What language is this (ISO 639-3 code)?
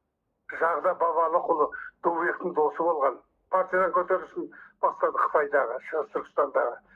kaz